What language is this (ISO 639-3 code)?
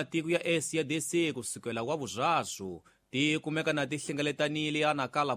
tso